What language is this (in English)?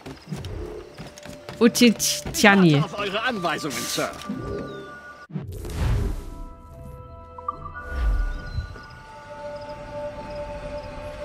German